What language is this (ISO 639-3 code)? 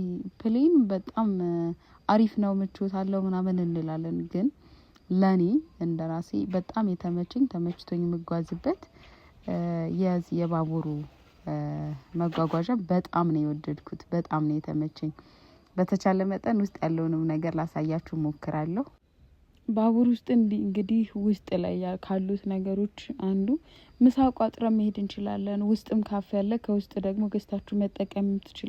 amh